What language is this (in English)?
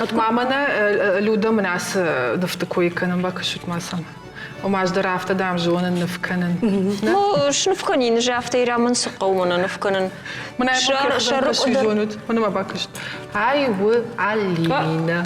Ossetic